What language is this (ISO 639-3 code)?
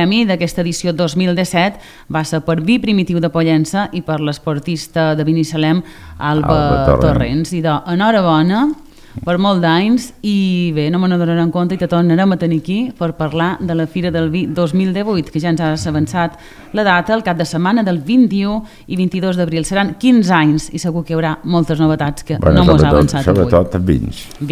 cat